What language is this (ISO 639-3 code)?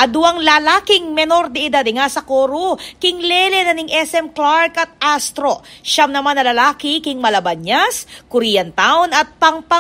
pam